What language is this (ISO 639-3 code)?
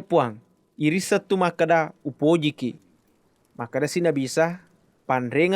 bug